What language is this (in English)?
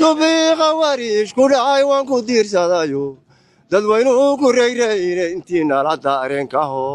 Somali